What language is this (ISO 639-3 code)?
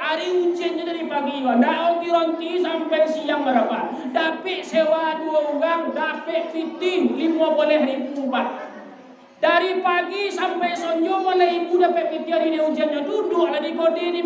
min